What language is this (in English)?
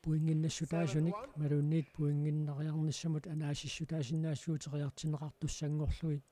Kalaallisut